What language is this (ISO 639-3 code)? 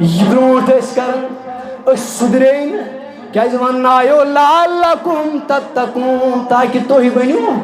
kas